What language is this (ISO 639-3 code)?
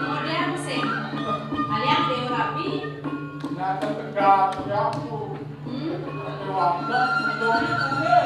ban